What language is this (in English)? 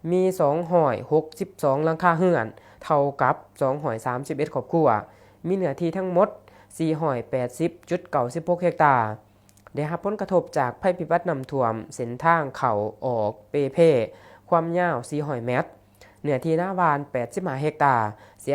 Lao